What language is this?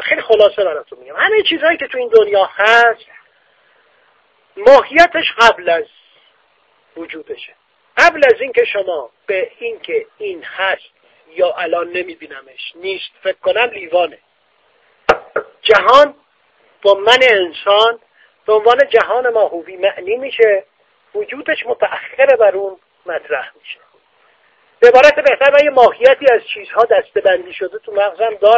Persian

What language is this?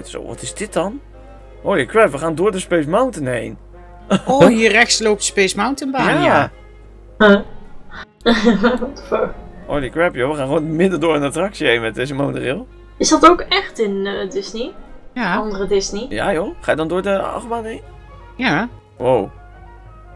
Dutch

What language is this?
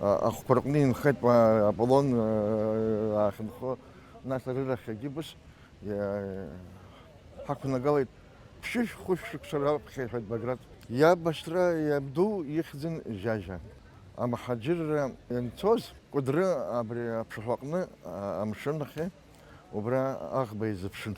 Abkhazian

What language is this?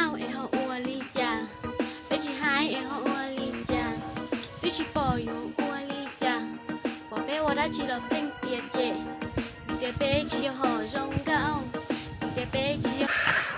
Hmong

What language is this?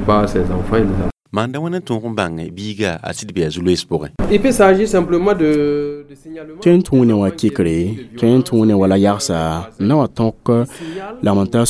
Mossi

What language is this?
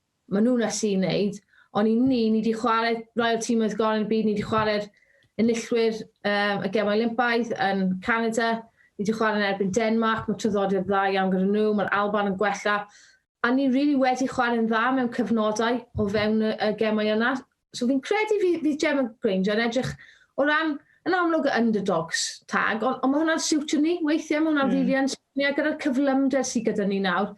Welsh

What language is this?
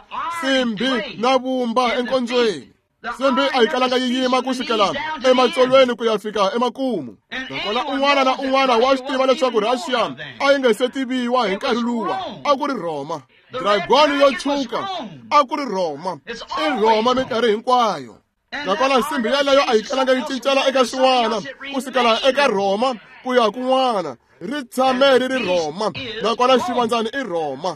Tsonga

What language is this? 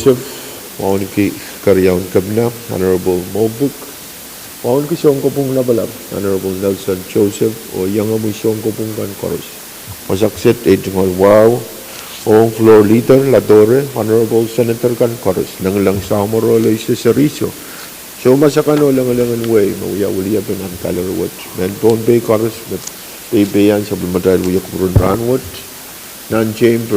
Pohnpeian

